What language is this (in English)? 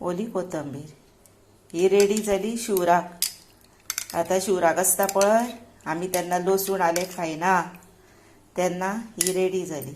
Konkani